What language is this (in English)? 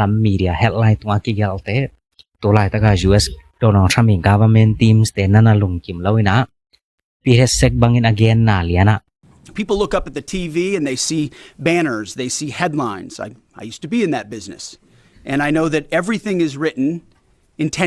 Tedim Chin